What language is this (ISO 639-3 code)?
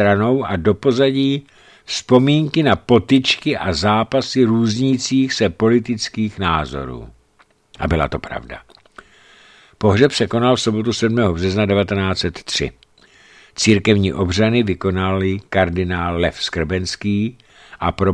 ces